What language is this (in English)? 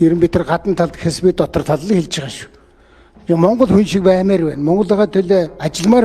Mongolian